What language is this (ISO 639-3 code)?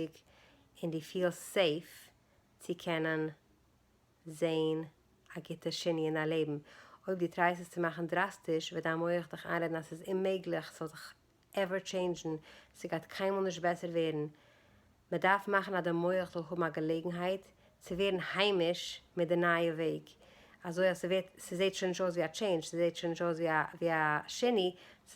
yid